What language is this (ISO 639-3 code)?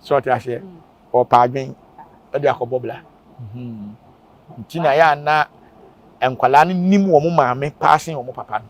aka